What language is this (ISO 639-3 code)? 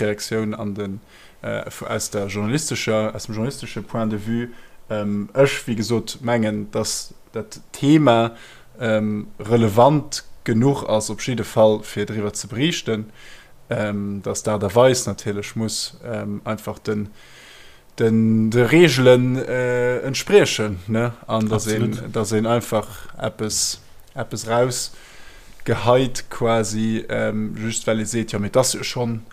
ltz